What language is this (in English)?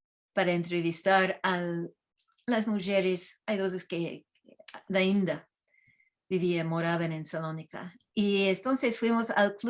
Ladino